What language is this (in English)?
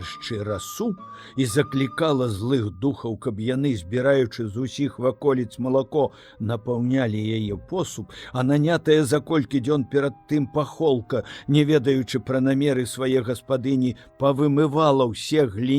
Belarusian